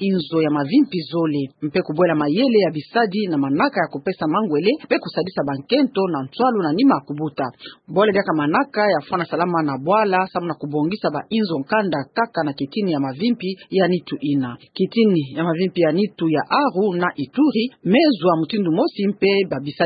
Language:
Kituba (Democratic Republic of Congo)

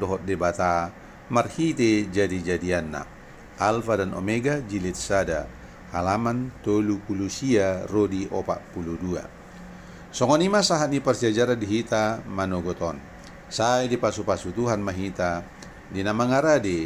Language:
Batak Toba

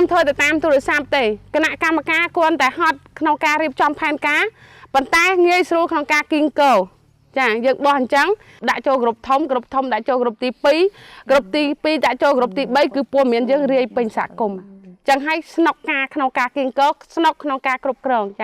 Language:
Khmer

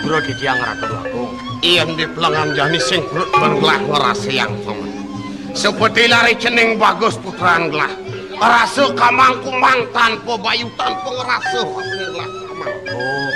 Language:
Balinese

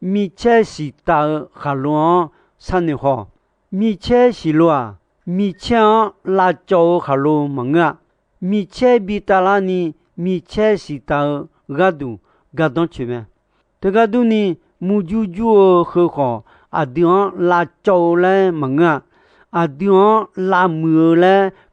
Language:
Akha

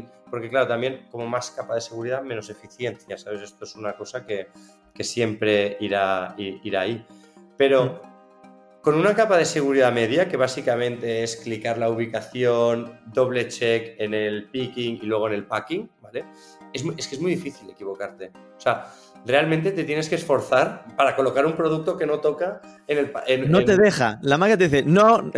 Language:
Spanish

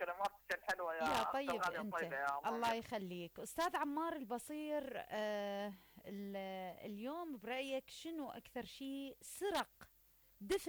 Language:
Mesopotamian Arabic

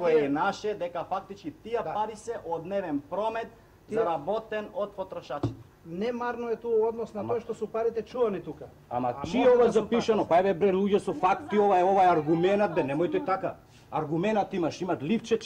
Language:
Macedonian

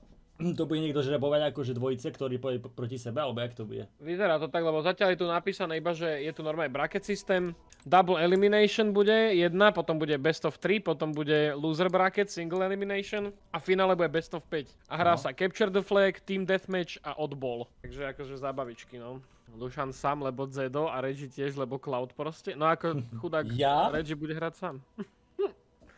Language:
Slovak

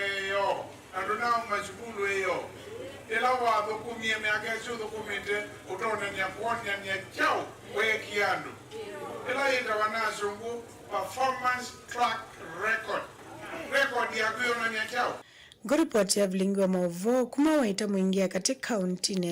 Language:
Kamba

